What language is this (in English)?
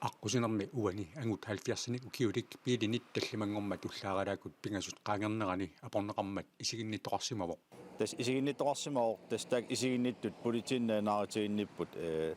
Kalaallisut